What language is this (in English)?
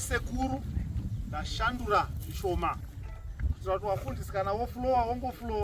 Shona